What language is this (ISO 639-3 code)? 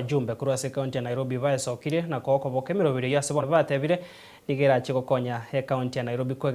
guz